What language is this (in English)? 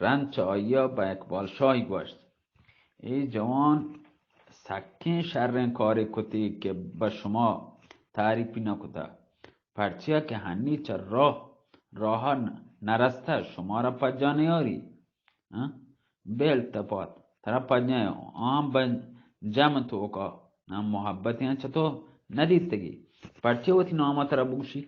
Baluchi